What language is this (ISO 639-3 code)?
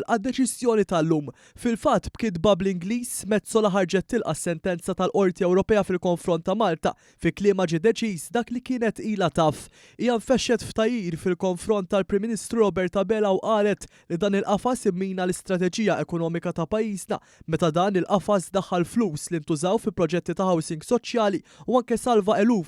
mlt